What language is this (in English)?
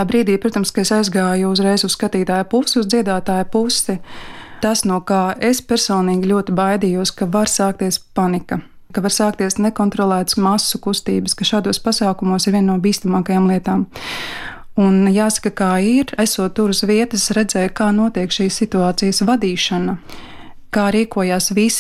Latvian